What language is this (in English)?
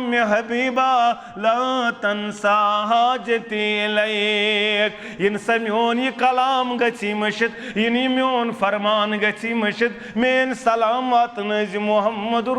Kashmiri